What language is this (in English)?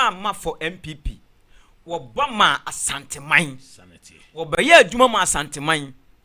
Akan